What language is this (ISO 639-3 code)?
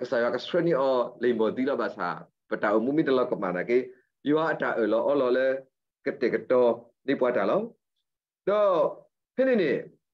ksw